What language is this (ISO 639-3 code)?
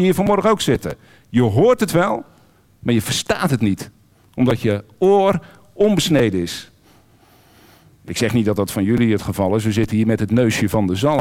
nld